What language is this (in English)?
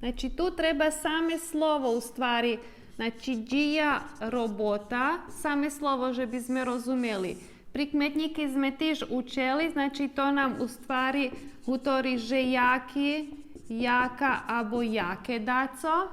Rusyn